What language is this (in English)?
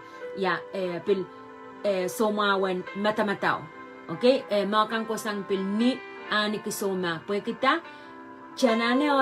Pohnpeian